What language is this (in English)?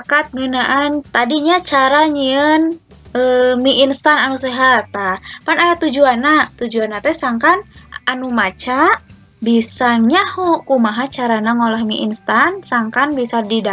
Sundanese